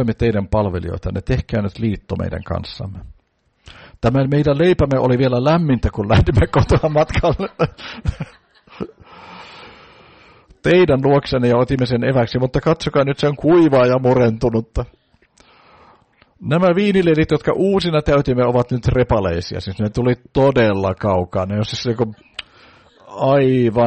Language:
Finnish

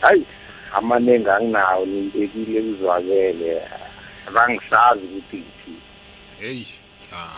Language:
South Ndebele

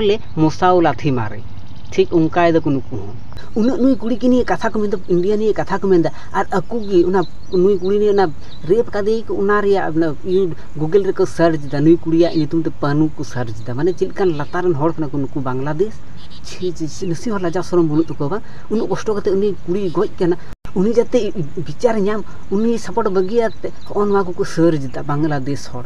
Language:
Santali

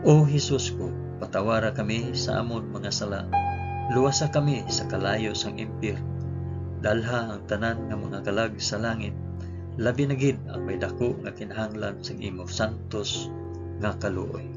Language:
Hiligaynon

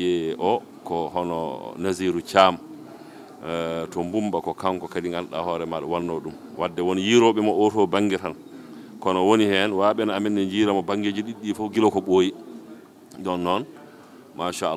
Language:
Fula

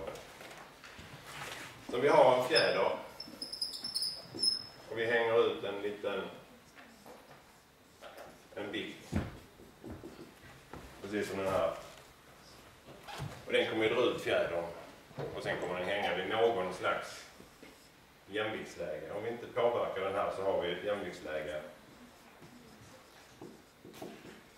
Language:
Swedish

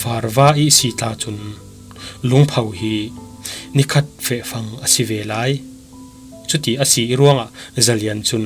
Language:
Falam Chin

